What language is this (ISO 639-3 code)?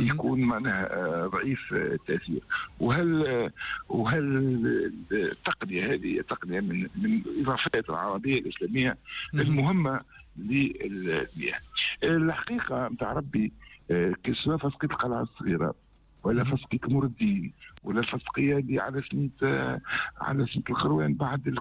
aeb